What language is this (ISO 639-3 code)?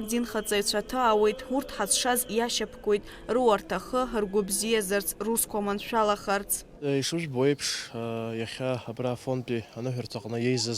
abk